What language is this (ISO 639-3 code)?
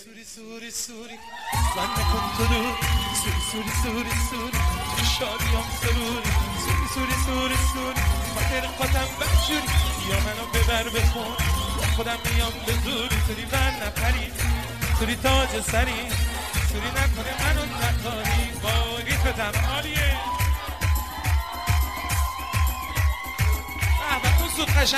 fas